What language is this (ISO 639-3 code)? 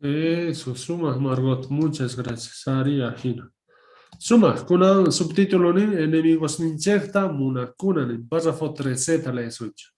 quh